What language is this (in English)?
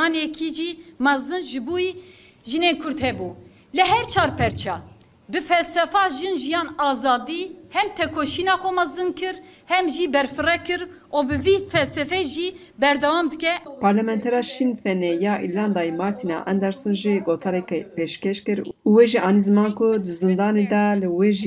Kurdish